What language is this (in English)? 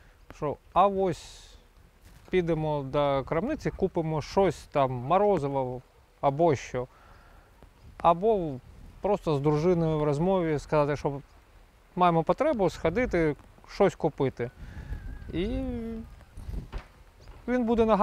Ukrainian